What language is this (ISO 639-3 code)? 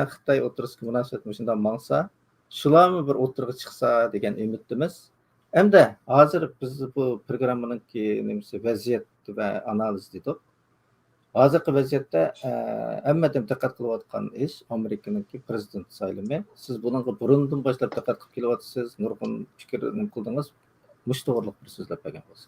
uig